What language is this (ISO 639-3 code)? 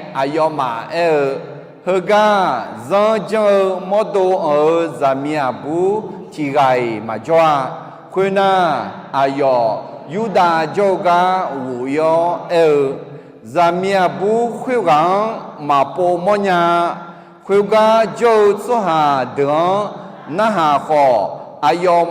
ahk